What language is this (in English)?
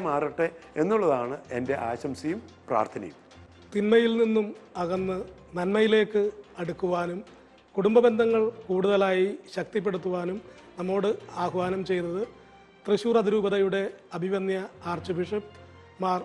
Malayalam